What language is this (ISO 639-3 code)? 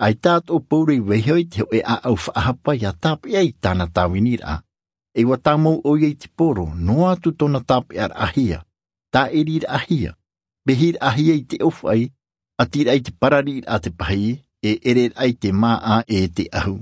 tah